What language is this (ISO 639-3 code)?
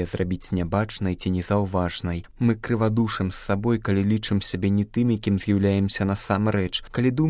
bel